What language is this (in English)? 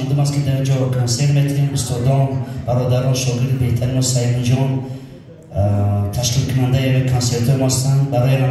Tajik